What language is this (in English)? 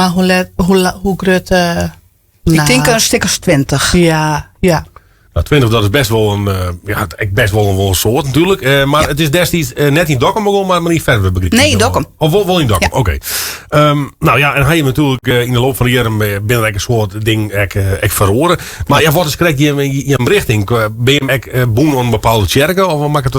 Western Frisian